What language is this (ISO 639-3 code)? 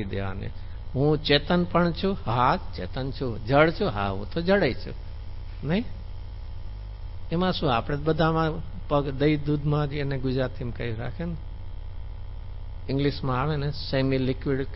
guj